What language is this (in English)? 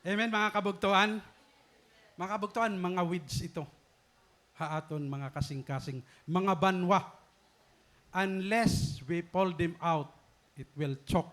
Waray